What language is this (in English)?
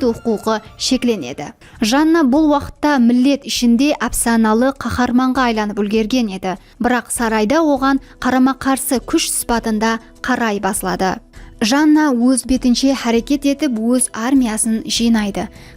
Kara-Kalpak